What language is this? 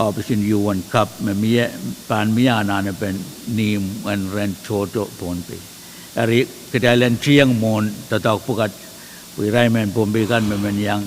Pohnpeian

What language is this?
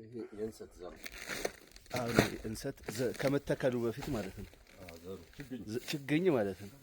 Amharic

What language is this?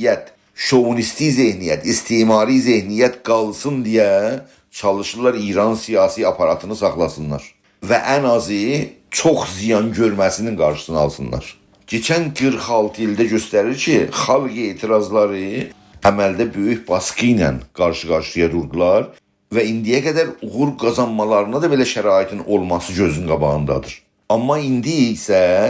South Azerbaijani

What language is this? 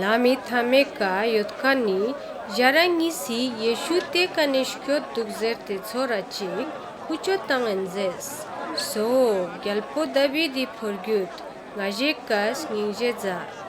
Ladakhi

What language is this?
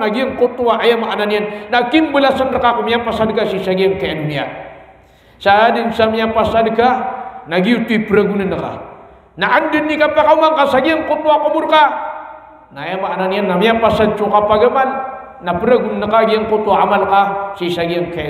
Maranao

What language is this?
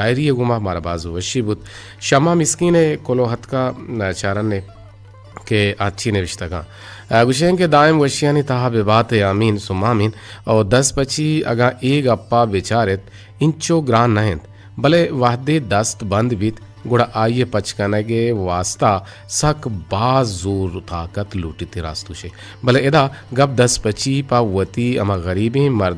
Eastern Balochi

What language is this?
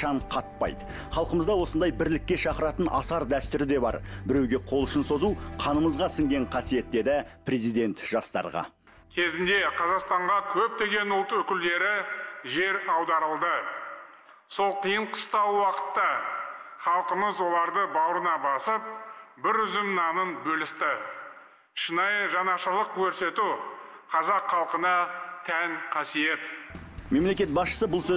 Kazakh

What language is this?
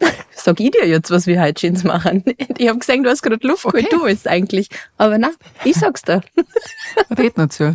Bavarian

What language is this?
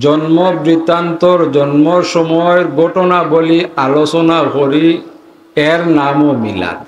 Sylheti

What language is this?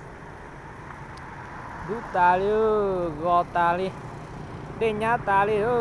Lao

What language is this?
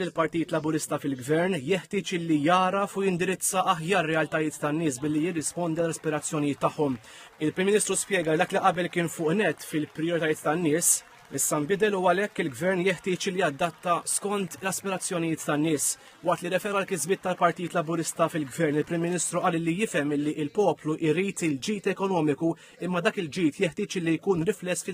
Maltese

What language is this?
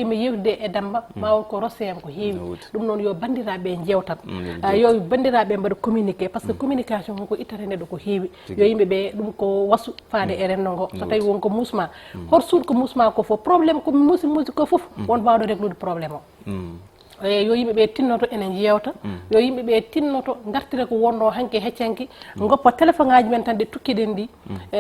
Fula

